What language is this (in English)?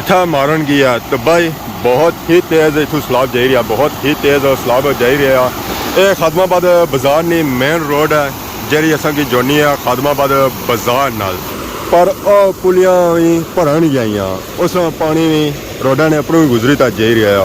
Pahari-Potwari